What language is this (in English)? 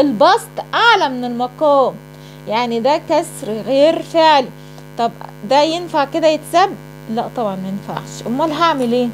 Egyptian Arabic